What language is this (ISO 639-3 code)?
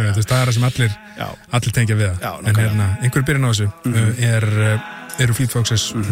isl